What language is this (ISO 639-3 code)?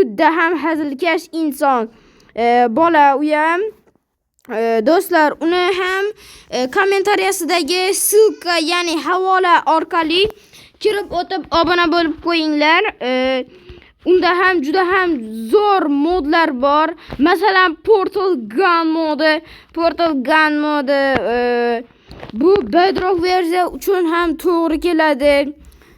uzb